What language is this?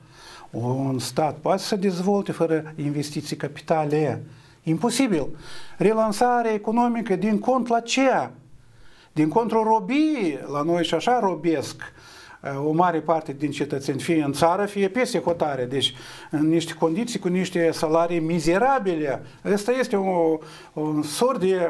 Romanian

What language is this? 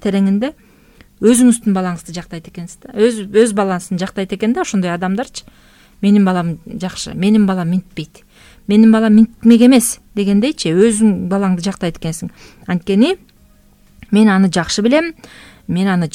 Kyrgyz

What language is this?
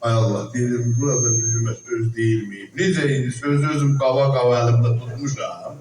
South Azerbaijani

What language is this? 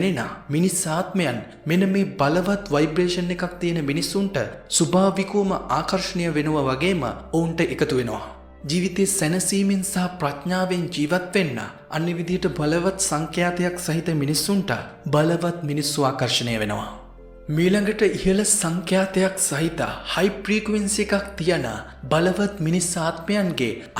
Sinhala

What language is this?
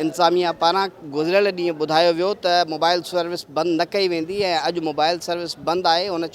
Sindhi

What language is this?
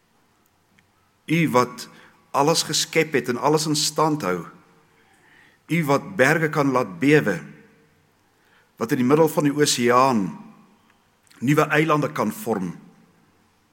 Afrikaans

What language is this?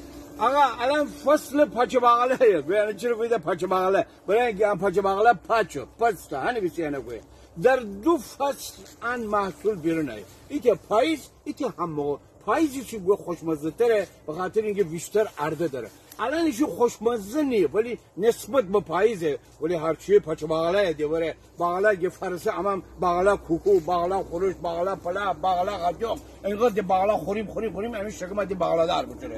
Gilaki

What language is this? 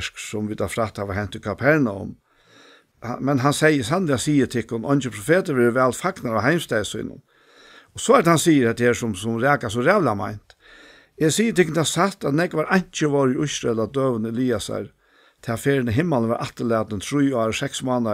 Faroese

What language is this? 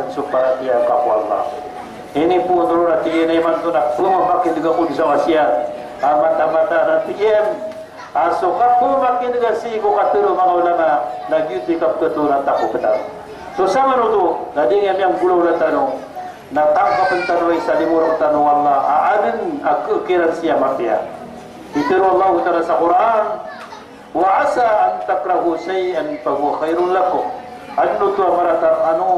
Maranao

